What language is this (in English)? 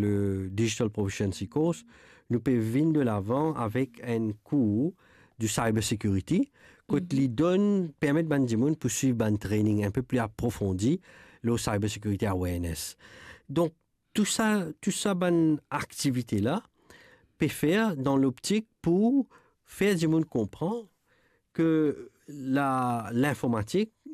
Morisyen